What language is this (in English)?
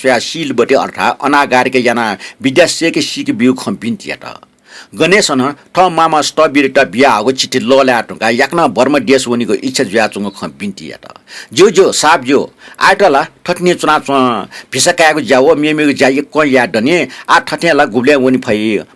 Newari